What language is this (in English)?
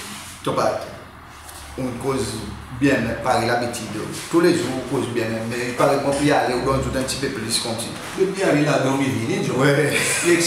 Seselwa Creole French